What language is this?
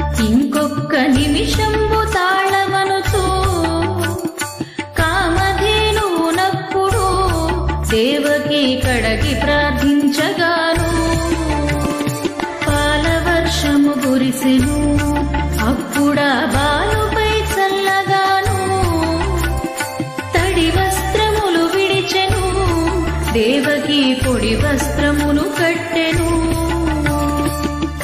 Telugu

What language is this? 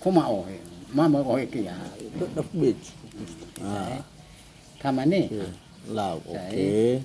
Nias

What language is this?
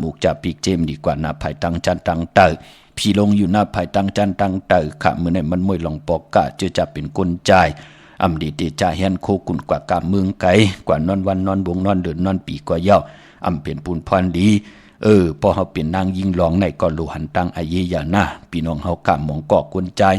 Shan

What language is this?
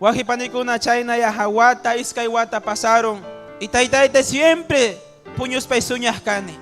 Ayacucho Quechua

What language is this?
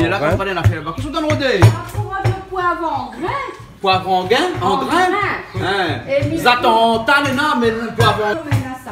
Réunion Creole French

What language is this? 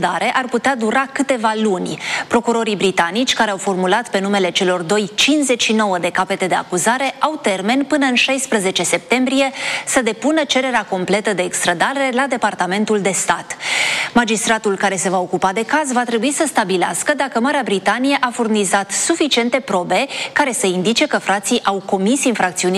Romanian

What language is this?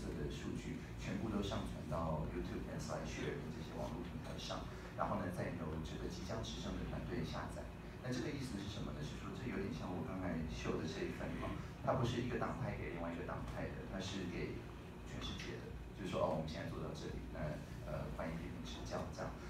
Chinese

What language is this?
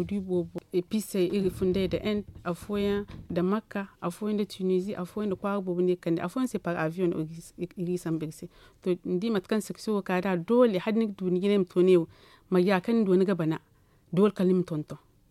Zarma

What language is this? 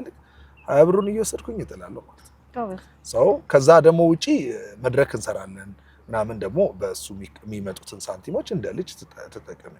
Amharic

